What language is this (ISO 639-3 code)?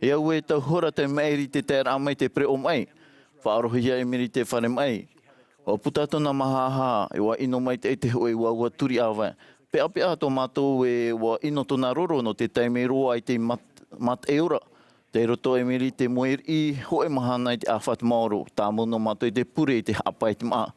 tah